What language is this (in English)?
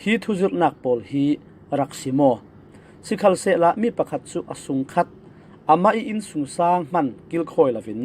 Falam Chin